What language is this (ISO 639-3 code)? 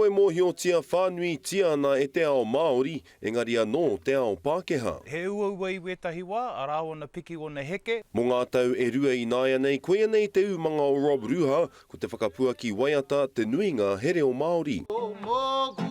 mri